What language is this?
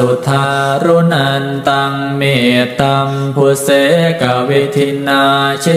Pali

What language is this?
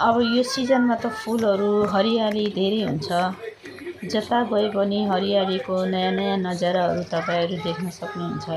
Nepali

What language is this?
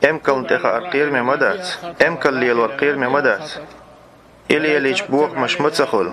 Chechen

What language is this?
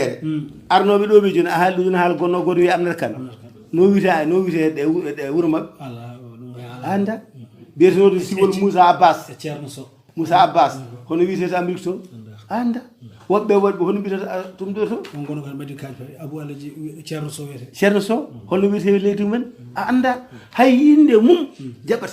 Fula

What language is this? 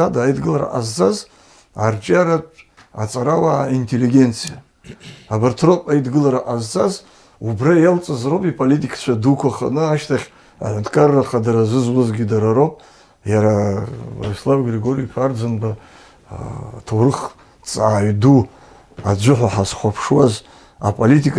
Abkhazian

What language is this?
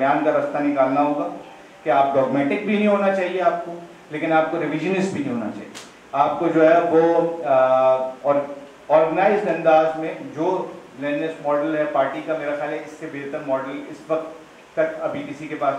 Urdu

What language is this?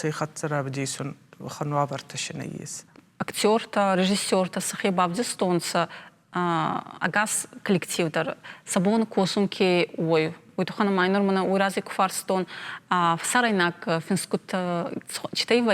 Ossetic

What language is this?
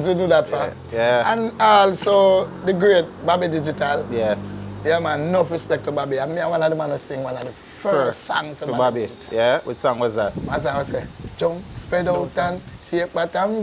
Jamaican Creole English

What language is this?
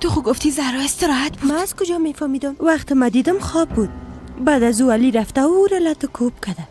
Persian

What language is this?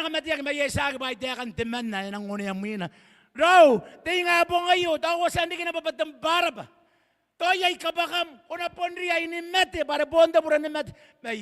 Gilbertese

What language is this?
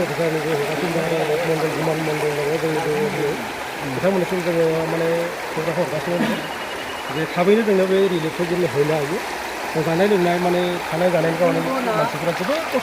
Bodo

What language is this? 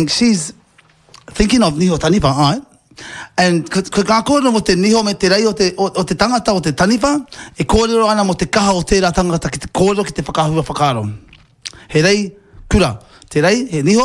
Māori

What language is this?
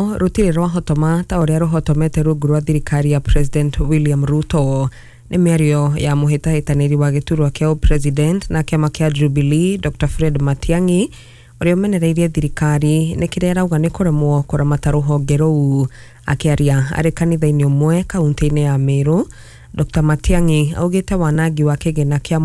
Kikuyu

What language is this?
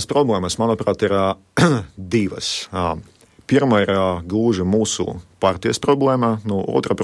Latvian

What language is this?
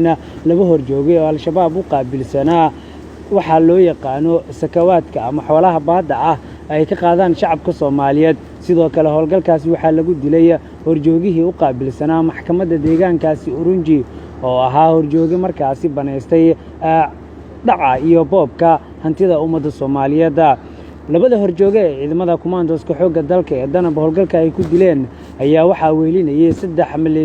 Somali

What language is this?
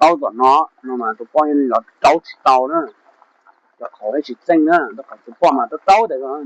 Hmong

